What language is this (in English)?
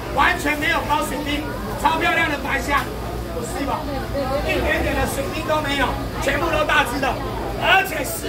Chinese